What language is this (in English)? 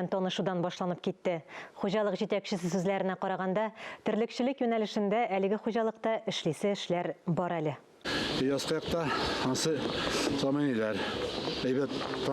Tatar